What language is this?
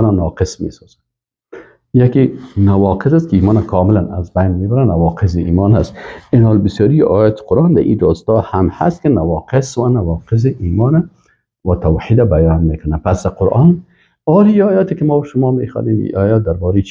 Persian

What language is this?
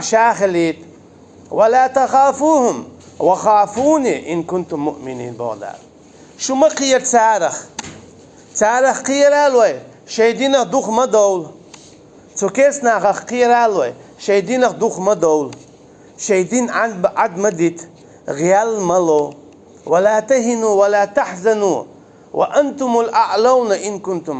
Chechen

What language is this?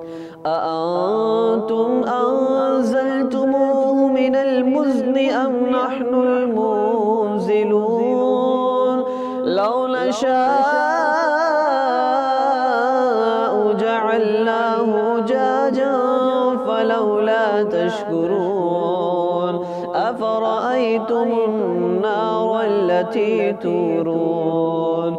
Arabic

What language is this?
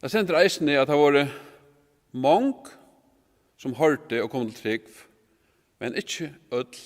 Faroese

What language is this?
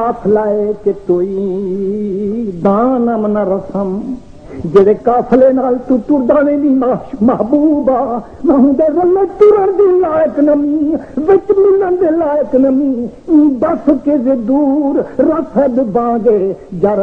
Saraiki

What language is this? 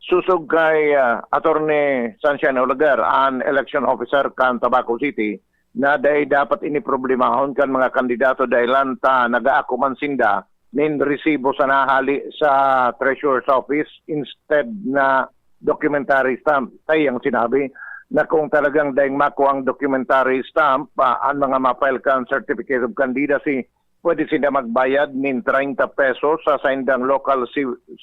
Bikol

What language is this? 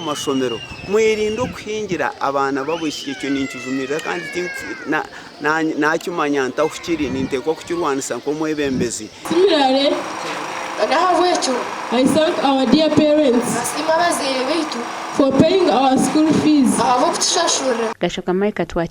Nyankole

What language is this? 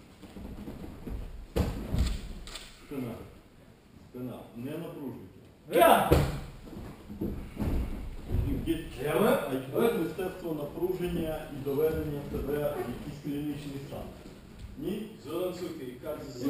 Ukrainian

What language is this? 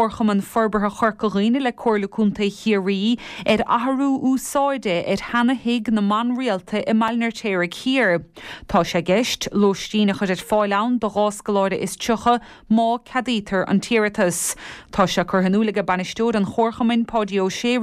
Irish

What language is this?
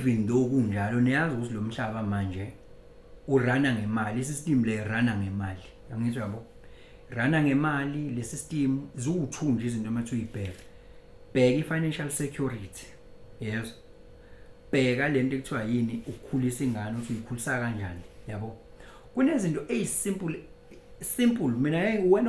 Zulu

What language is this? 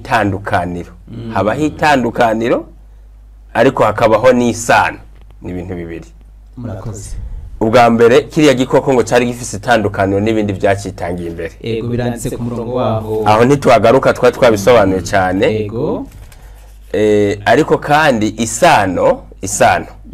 Rundi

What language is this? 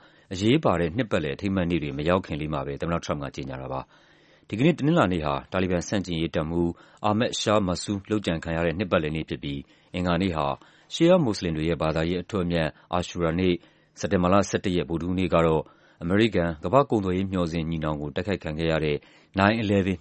Burmese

